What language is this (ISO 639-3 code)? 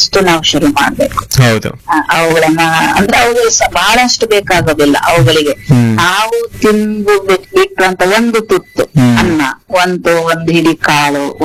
kan